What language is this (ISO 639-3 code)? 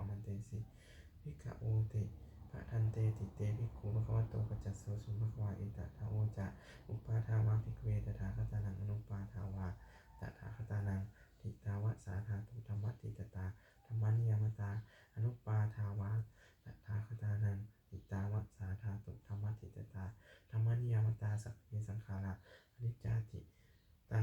pli